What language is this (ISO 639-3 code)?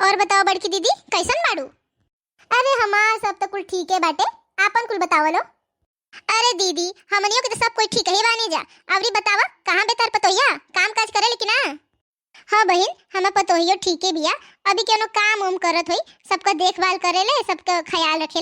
bho